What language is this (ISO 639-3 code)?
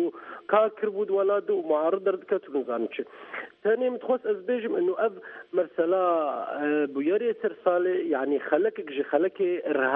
ckb